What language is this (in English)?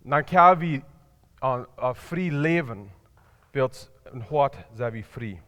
Plautdietsch